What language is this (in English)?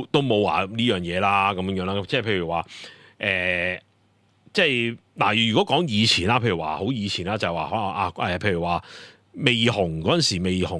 Cantonese